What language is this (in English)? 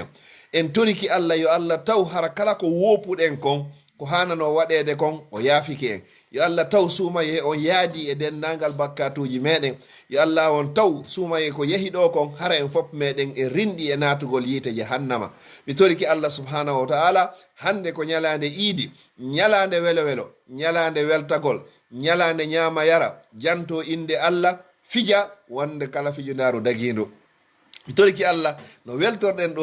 Fula